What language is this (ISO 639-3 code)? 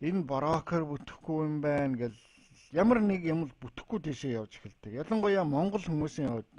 mon